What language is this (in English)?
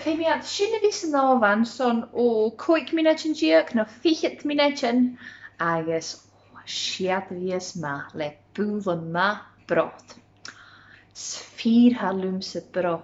Scottish Gaelic